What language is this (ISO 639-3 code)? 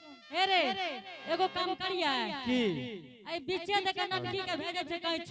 anp